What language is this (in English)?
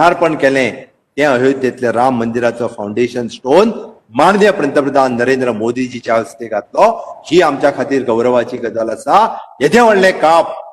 Konkani